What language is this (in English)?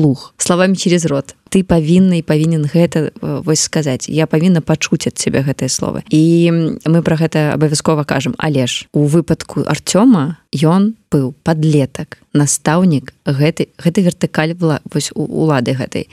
Belarusian